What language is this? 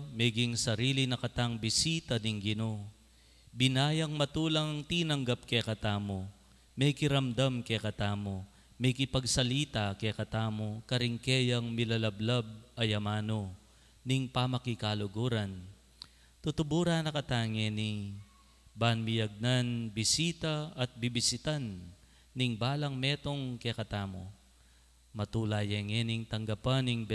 Pampanga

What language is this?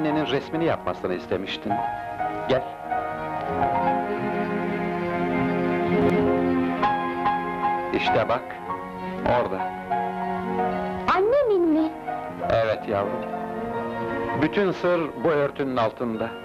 Turkish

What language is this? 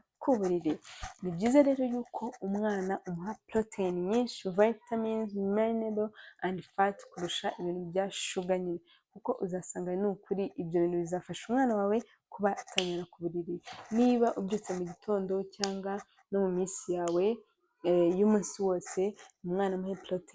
Kinyarwanda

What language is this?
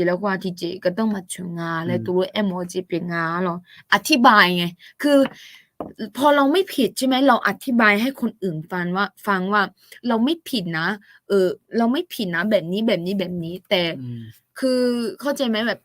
Akha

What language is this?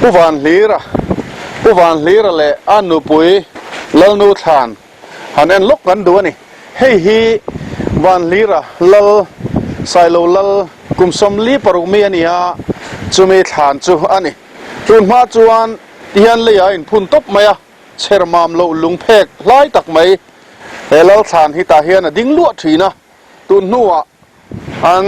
Mizo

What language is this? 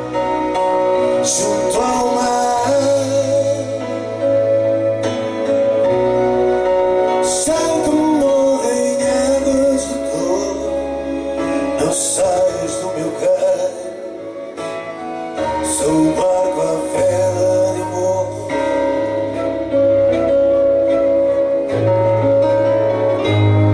Portuguese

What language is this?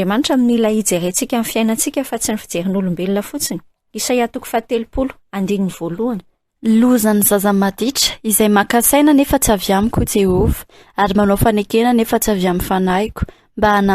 Malagasy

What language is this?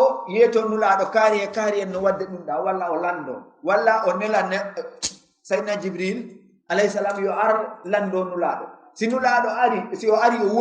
Fula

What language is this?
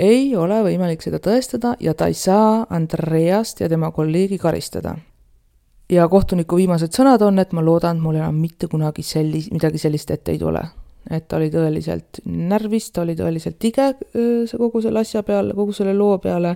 Estonian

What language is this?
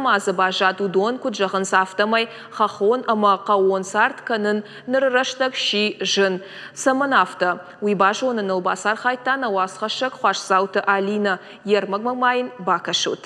Ossetic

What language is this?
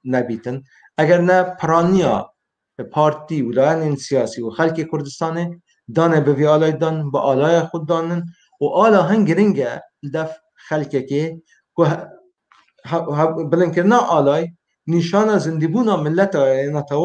Kurdish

